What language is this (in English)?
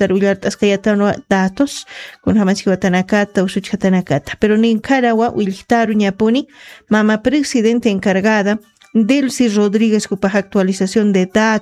Aymara